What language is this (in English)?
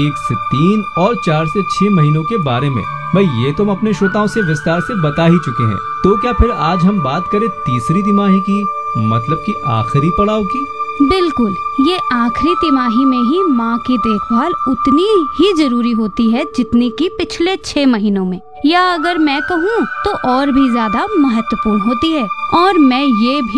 Hindi